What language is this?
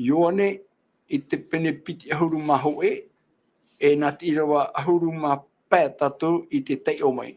Tahitian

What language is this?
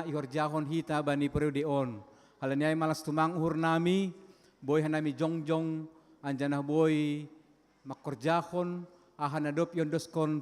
Batak Simalungun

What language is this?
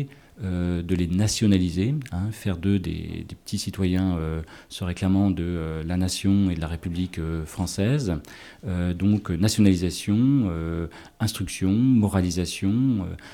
French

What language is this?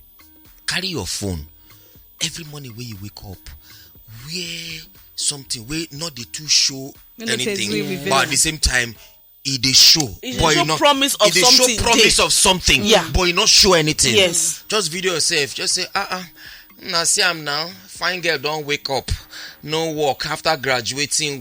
Nigerian Pidgin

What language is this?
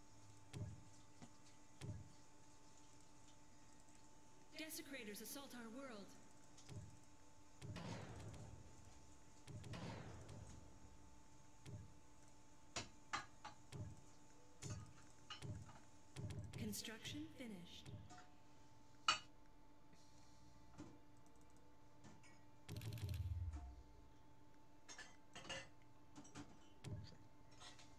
English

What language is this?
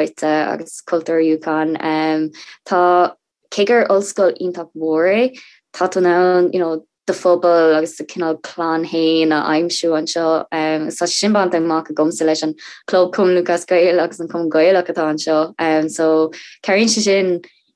Irish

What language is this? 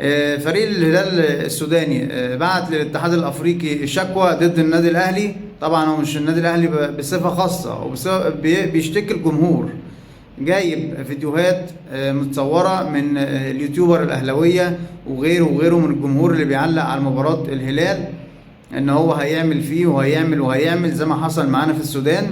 Egyptian Arabic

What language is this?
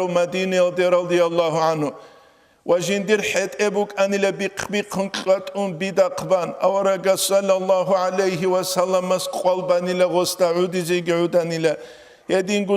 Avaric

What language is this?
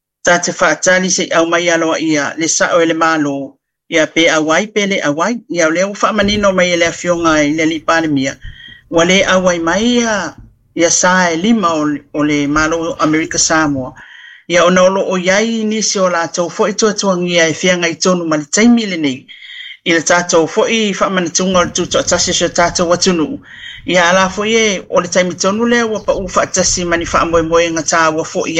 Samoan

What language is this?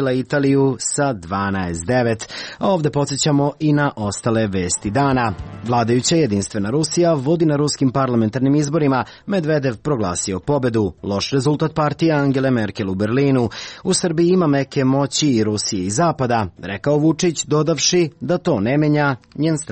Serbian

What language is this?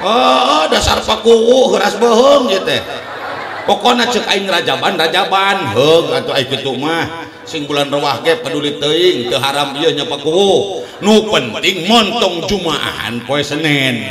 Sundanese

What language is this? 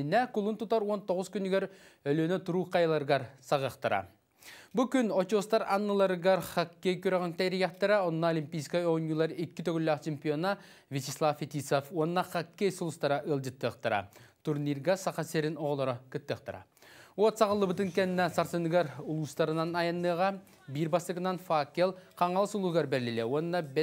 Yakut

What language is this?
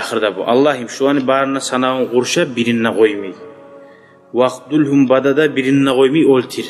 Kumyk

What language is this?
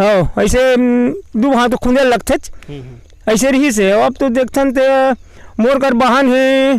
Chhattisgarhi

